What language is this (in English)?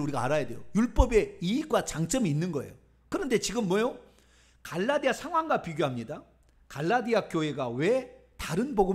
Korean